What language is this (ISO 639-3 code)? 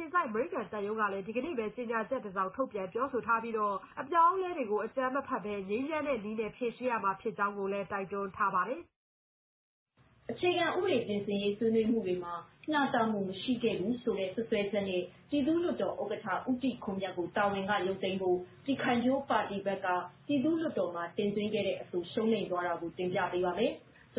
mya